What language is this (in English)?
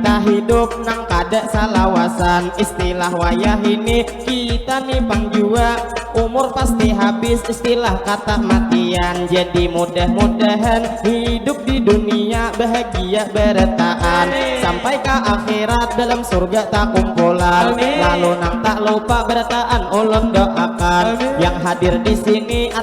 Banjar